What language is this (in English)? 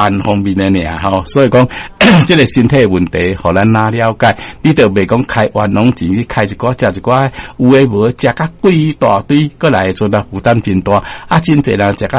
Min Nan Chinese